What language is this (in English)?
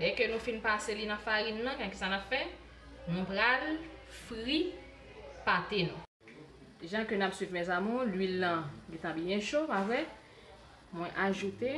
Haitian Creole